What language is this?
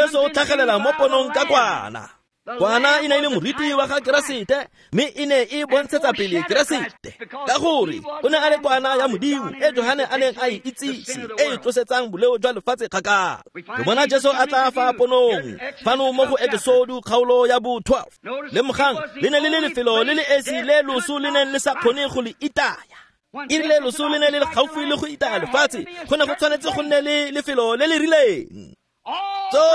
Tswana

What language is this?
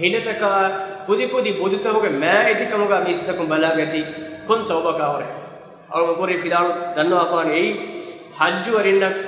Divehi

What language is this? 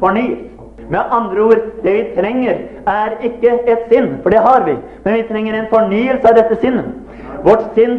Norwegian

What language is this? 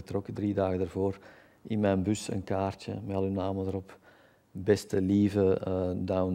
Dutch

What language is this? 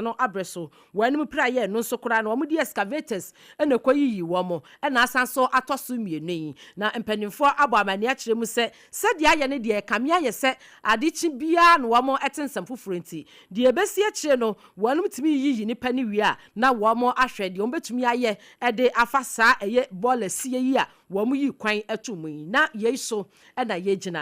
Akan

